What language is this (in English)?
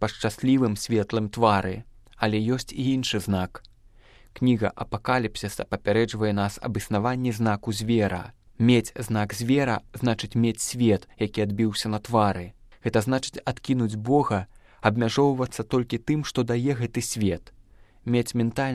Belarusian